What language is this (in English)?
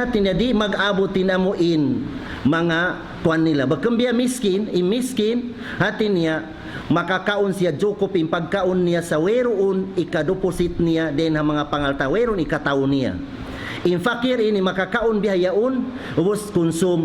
Tausug